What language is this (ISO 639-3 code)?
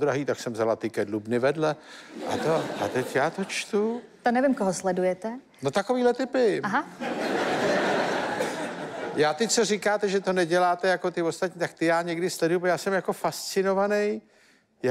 ces